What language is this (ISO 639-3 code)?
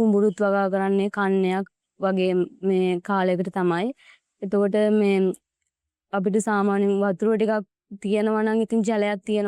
sin